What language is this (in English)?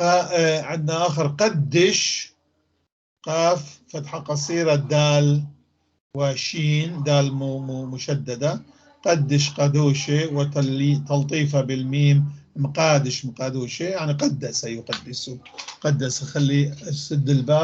North Levantine Arabic